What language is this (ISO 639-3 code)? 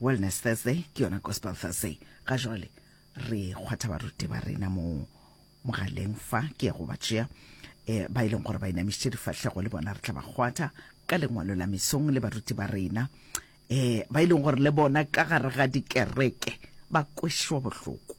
nso